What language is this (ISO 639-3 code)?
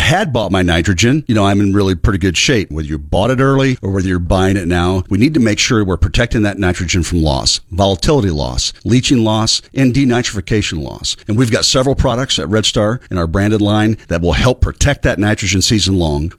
eng